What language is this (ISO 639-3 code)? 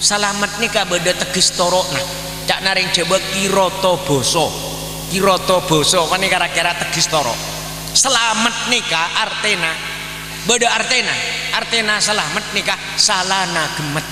mad